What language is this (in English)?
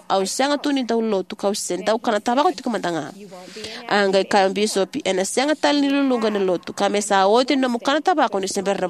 Fijian